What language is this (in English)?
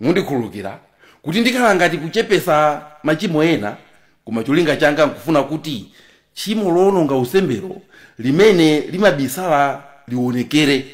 Nyanja